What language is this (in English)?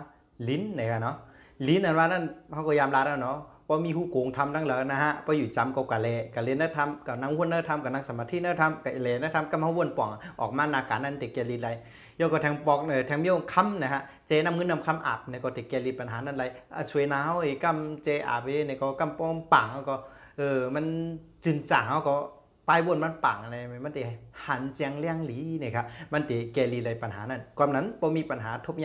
Shan